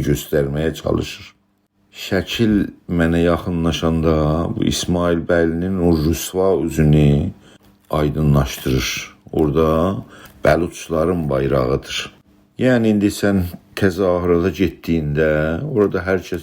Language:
South Azerbaijani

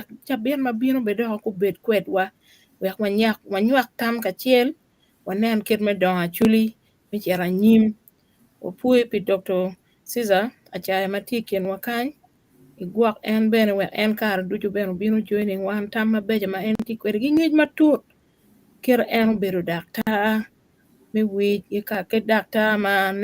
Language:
Acoli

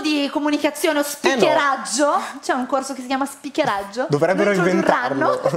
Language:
Italian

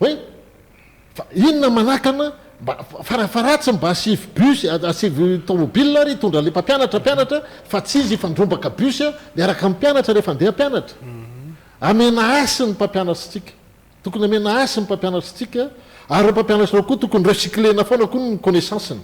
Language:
Malagasy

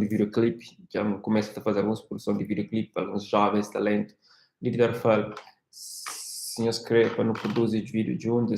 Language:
Kabuverdianu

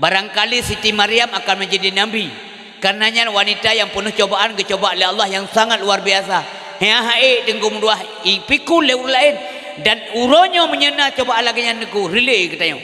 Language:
Achinese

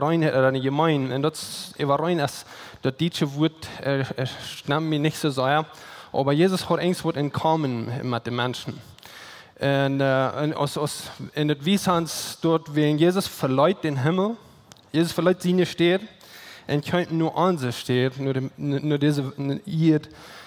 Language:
Plautdietsch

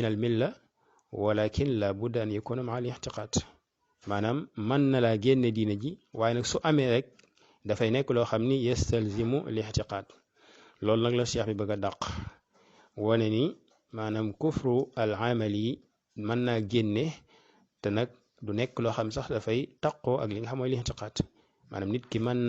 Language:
Wolof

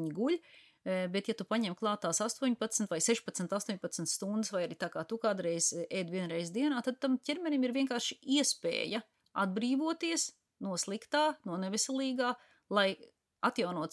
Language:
Latvian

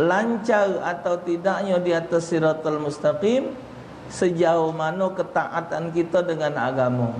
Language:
Musi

